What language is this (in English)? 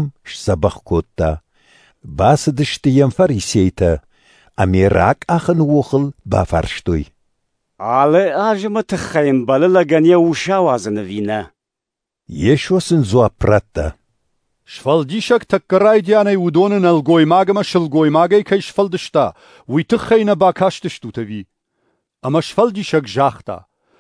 Ossetic